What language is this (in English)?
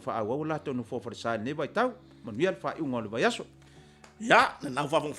Samoan